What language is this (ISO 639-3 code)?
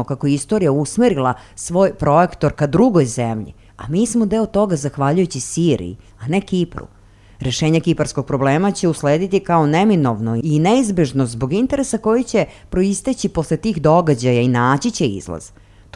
srp